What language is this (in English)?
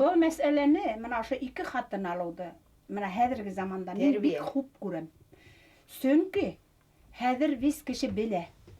Bashkir